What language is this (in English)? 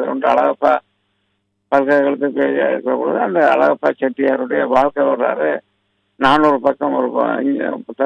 Tamil